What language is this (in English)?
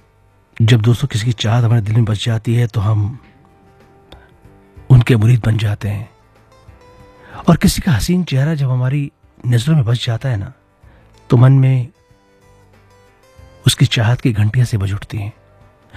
Hindi